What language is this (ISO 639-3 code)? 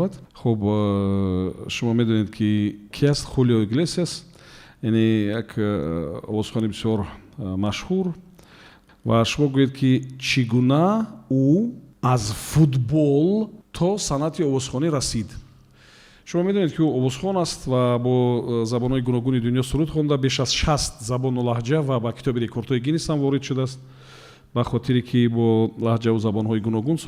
tgk